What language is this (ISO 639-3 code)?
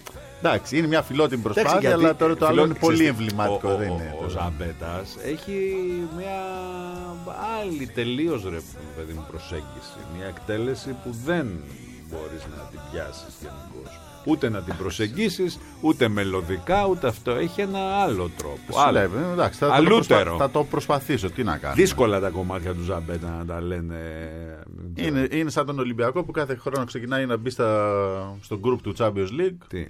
ell